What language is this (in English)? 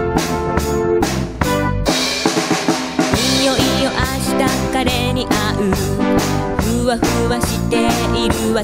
Japanese